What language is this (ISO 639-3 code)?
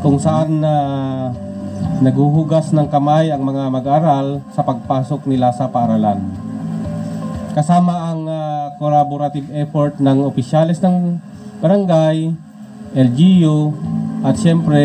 fil